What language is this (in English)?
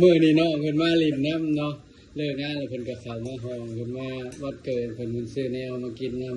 Lao